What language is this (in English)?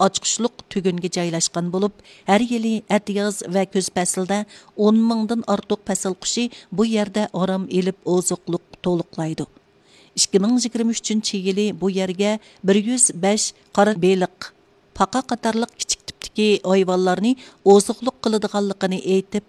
Uyghur